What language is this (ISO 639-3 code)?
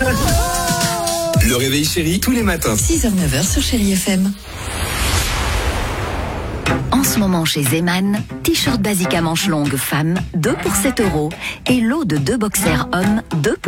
fra